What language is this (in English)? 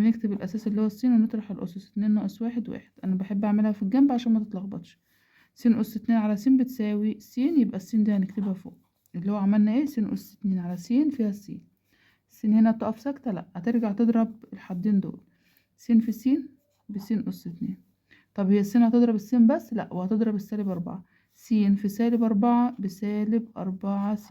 Egyptian Arabic